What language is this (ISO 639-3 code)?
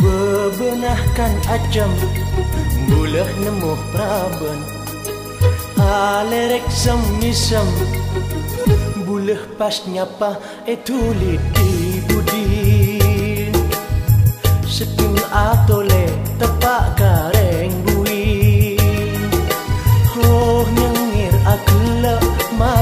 mad